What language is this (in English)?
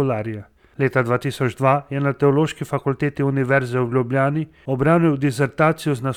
Slovenian